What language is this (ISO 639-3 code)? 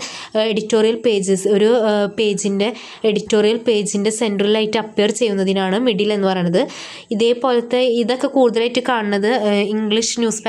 mal